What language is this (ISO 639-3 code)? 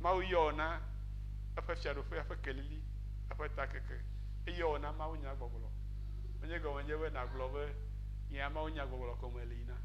ewe